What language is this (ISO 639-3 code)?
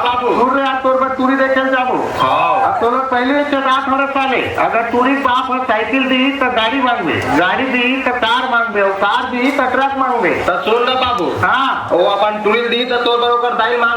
hne